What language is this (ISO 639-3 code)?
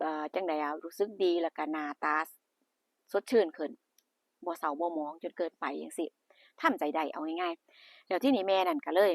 tts